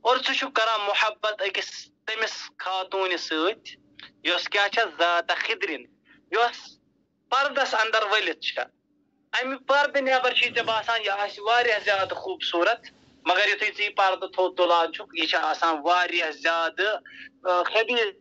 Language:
Kashmiri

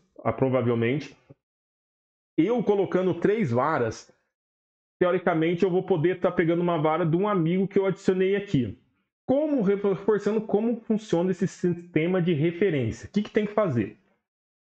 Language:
Portuguese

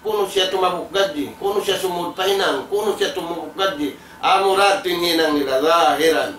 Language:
Tausug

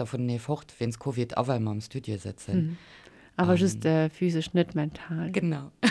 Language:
Luxembourgish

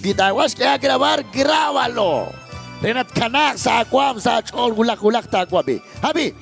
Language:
Kekchí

